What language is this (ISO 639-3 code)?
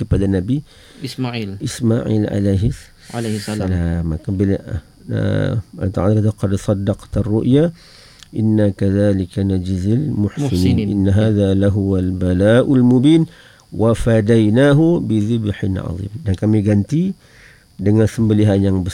msa